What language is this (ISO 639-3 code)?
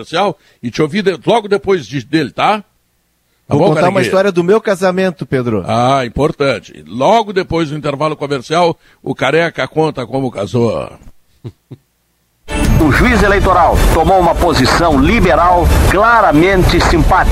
por